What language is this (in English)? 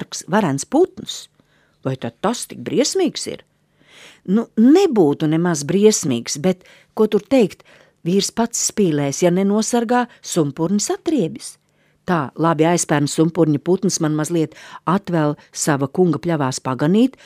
Latvian